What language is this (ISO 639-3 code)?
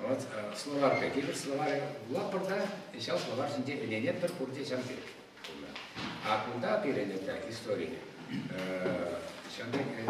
chv